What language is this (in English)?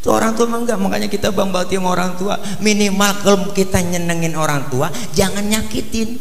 Betawi